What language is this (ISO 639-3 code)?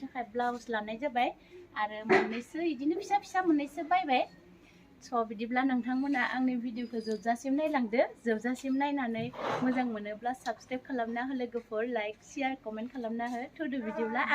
brx